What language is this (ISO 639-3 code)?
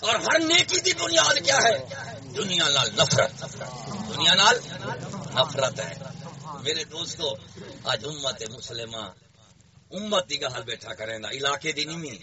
skr